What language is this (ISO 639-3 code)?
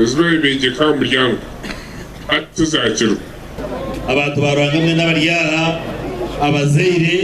nyn